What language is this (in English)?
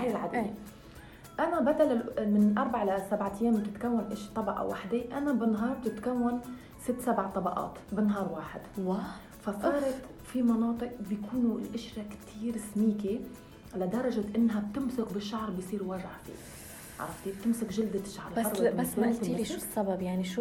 North Levantine Arabic